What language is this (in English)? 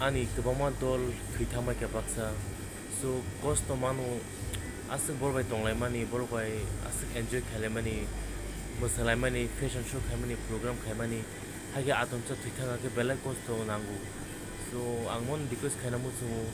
Kok Borok